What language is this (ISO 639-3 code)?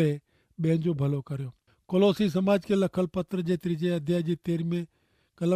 kfr